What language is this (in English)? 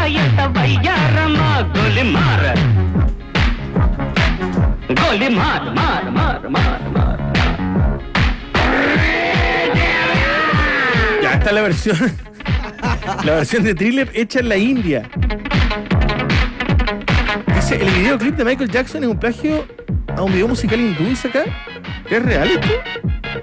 Spanish